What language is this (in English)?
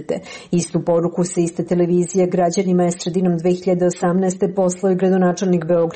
Serbian